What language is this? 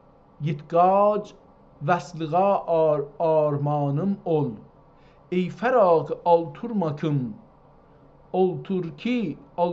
South Azerbaijani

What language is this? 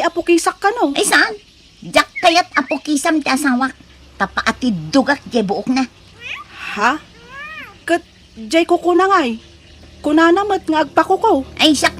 Iloko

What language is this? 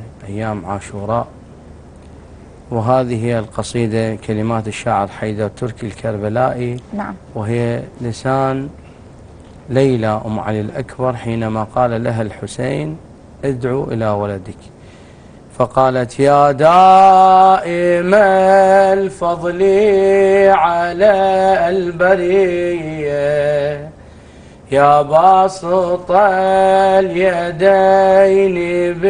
Arabic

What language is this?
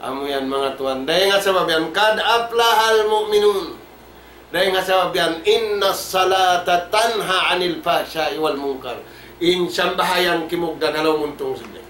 Tausug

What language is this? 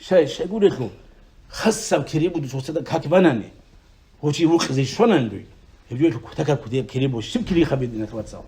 Avaric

